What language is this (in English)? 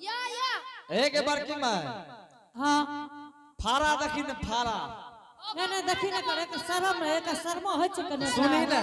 Angika